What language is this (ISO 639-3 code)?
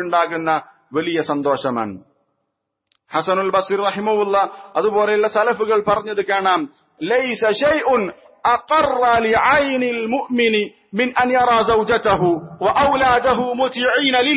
mal